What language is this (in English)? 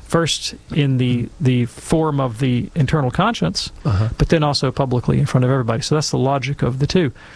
English